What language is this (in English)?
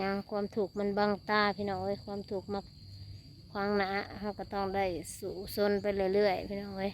Northeastern Thai